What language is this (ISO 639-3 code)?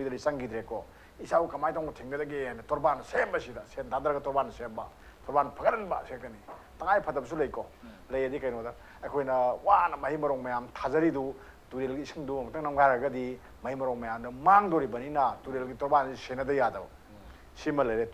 mni